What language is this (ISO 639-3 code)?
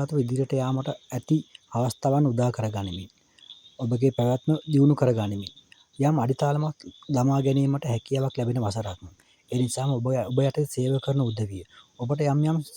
sin